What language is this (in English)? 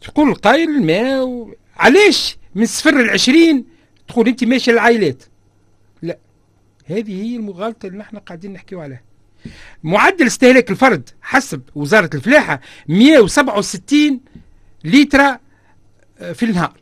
Tunisian Arabic